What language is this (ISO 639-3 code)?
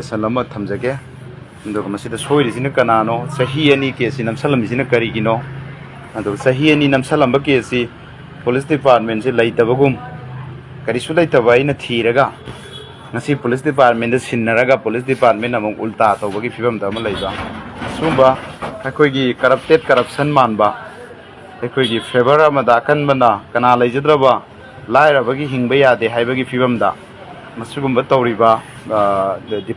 mni